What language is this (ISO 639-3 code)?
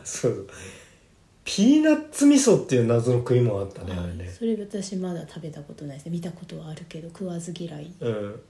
jpn